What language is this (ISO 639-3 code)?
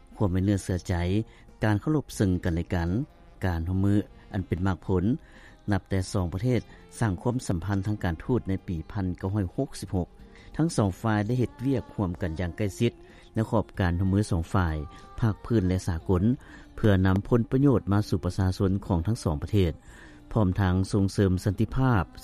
lao